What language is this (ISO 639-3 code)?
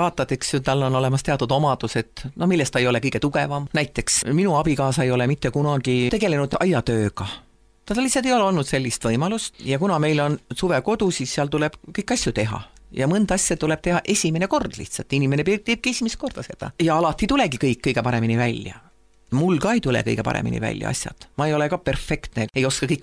est